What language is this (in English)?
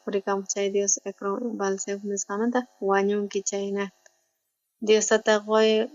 South Bolivian Quechua